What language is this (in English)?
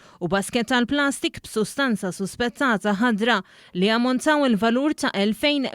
Maltese